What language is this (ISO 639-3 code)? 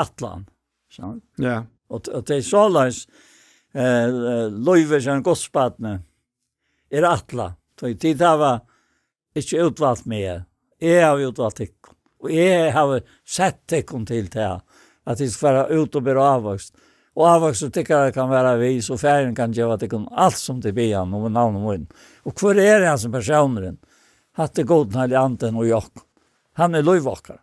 fao